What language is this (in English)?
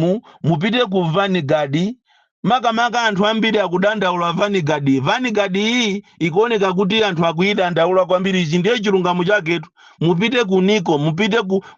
Nyanja